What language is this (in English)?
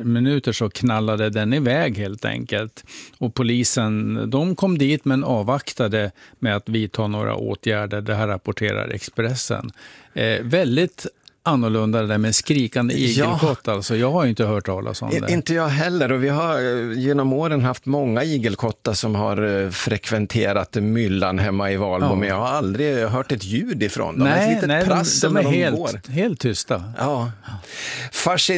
Swedish